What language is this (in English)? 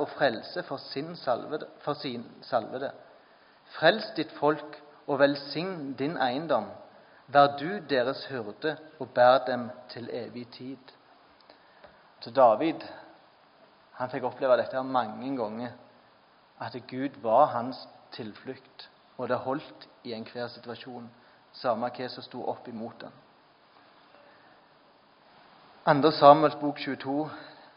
Norwegian